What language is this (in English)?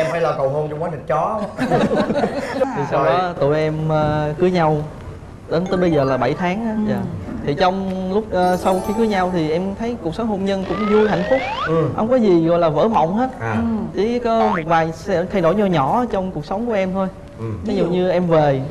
Vietnamese